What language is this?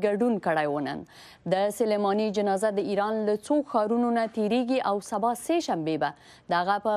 Pashto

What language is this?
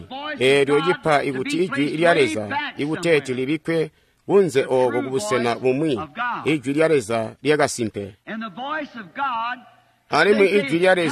Tonga (Zambia)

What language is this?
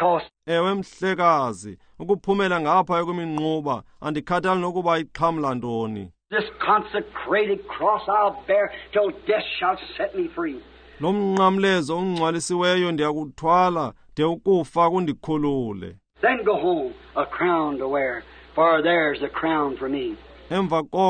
Xhosa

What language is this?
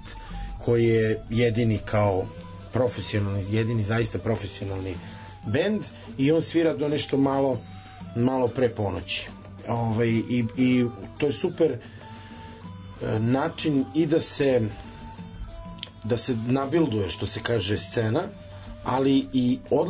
Serbian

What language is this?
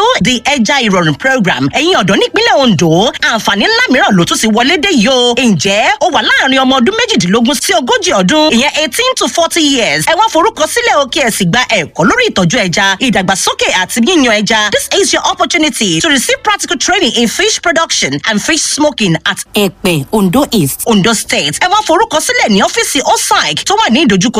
Yoruba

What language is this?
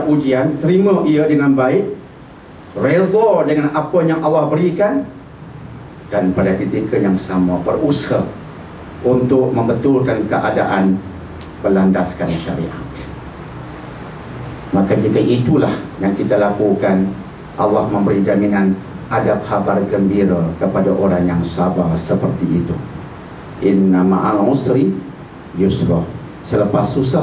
Malay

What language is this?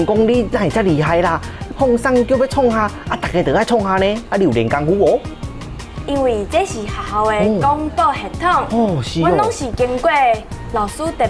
Min Nan Chinese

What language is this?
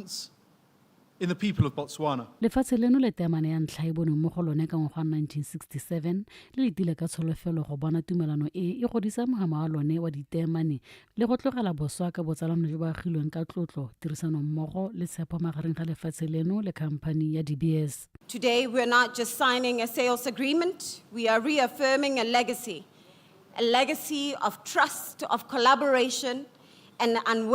Tswana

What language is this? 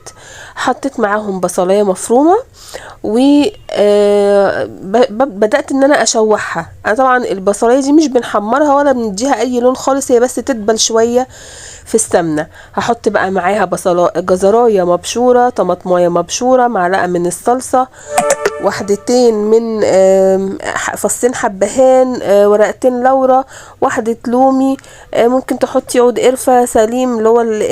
Egyptian Arabic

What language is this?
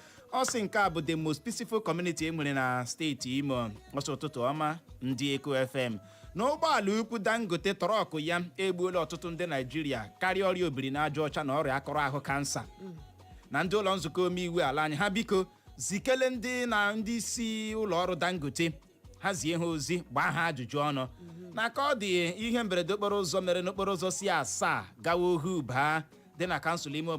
Igbo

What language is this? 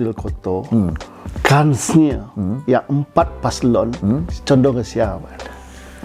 Minangkabau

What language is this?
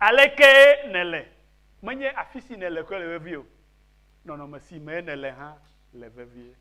Ewe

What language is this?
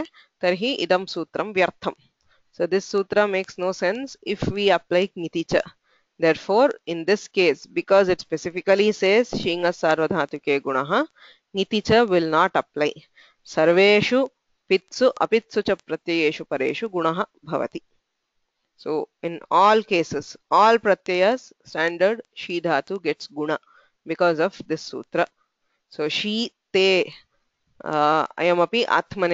Sanskrit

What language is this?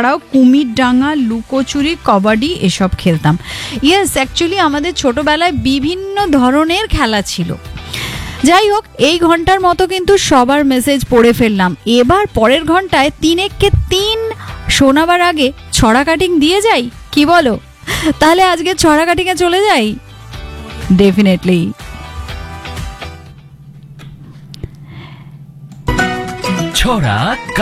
Bangla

